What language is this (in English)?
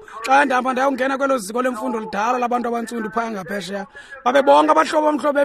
Xhosa